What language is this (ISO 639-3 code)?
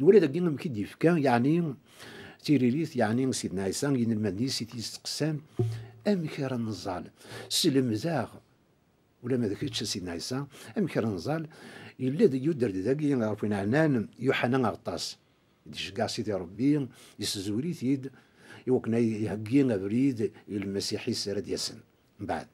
kab